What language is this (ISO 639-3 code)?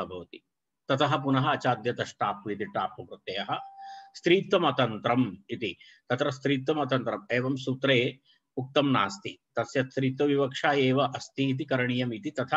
san